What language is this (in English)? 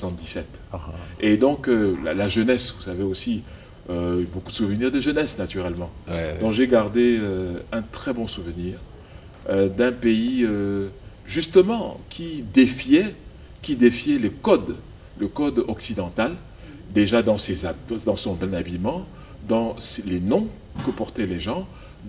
French